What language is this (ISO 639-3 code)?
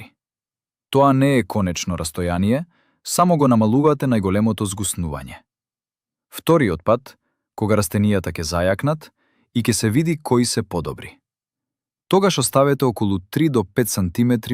mkd